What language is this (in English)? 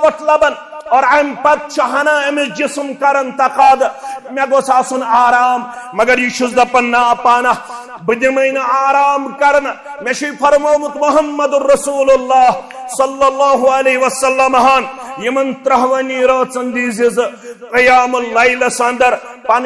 Kashmiri